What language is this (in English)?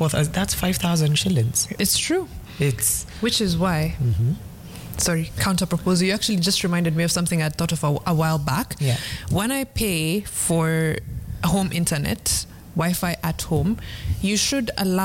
English